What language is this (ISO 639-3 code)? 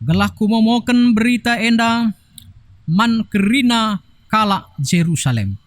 btx